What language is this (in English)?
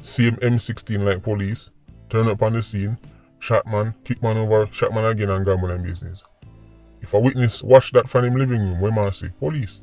Jamaican Creole English